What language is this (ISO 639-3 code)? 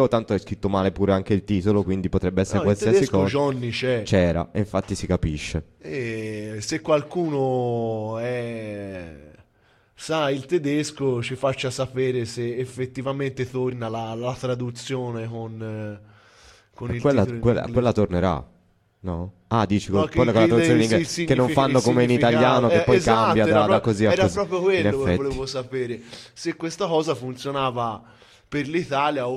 ita